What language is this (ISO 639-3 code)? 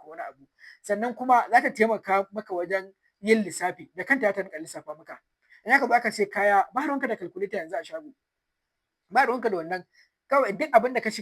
hau